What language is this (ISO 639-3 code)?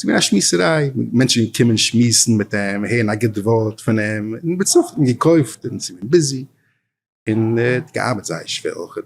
yid